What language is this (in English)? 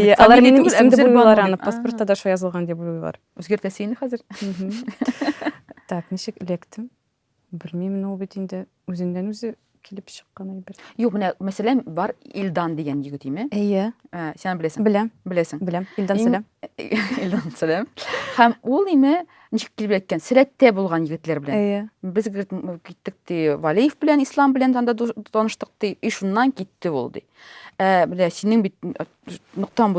Tatar